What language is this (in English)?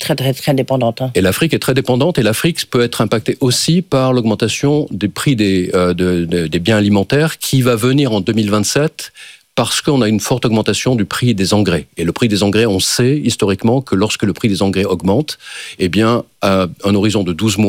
French